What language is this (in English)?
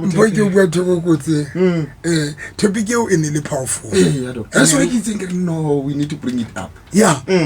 Southern Sotho